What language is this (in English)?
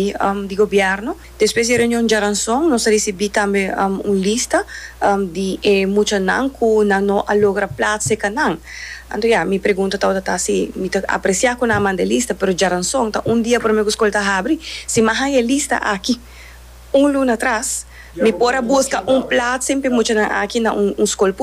Papiamento